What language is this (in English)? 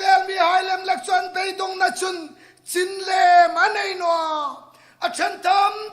Hmar